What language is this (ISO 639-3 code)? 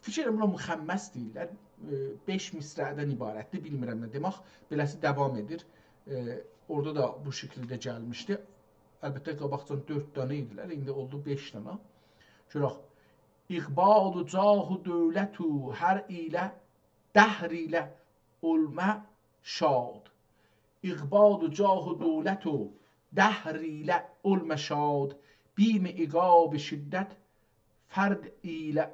azb